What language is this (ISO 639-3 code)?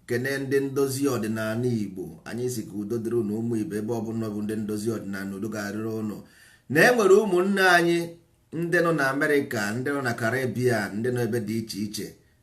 ibo